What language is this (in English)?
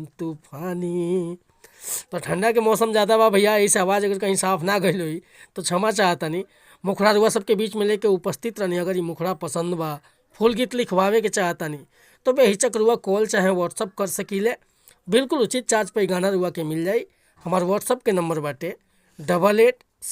Bhojpuri